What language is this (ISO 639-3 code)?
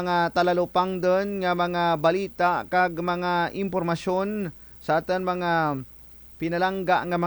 krj